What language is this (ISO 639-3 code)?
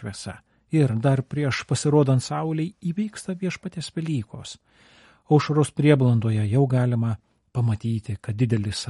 lit